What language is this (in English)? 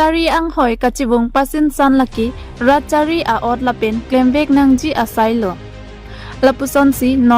Karbi